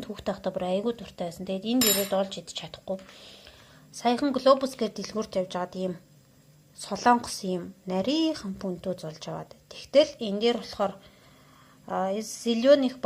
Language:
Mongolian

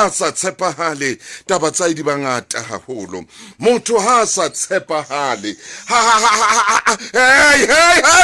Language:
Southern Sotho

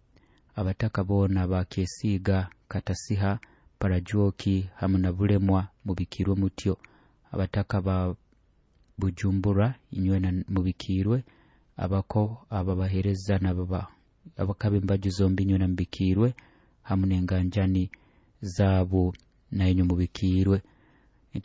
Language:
Nyoro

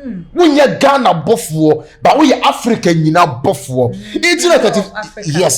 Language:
Akan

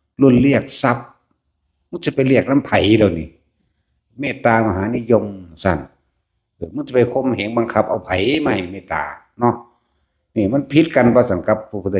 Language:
Northeastern Thai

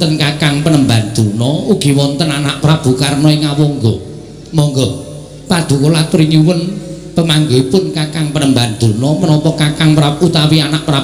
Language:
Javanese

